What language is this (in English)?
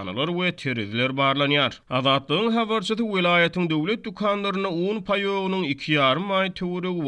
Turkmen